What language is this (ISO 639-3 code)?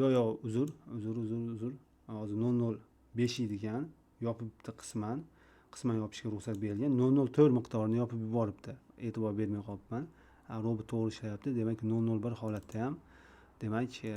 uzb